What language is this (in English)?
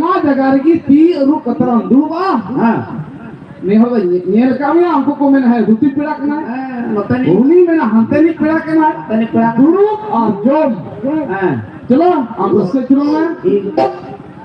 Santali